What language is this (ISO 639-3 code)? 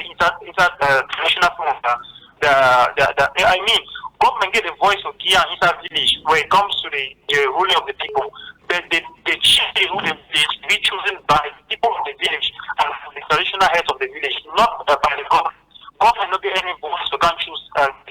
wes